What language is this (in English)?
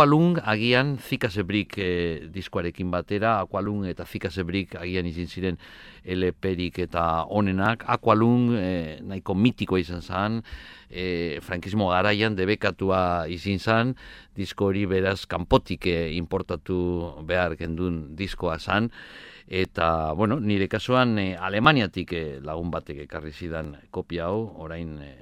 Basque